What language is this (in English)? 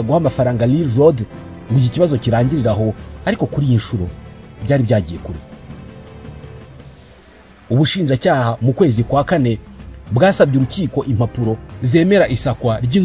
Kinyarwanda